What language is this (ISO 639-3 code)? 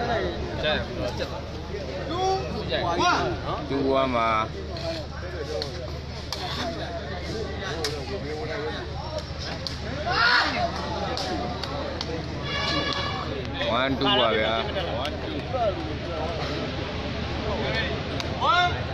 mya